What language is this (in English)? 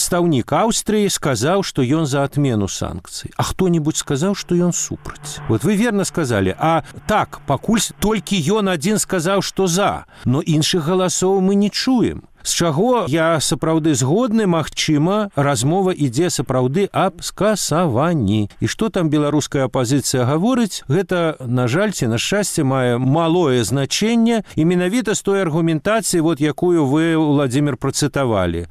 Belarusian